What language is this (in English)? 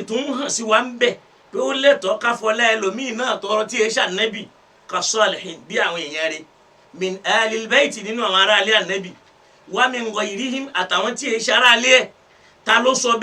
Yoruba